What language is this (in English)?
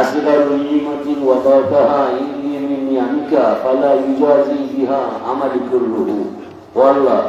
Sylheti